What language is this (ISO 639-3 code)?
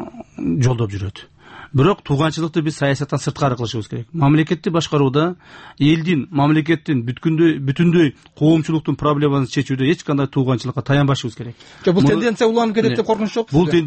kir